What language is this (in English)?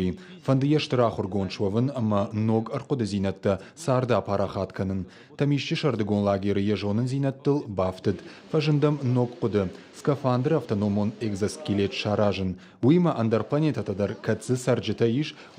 Ossetic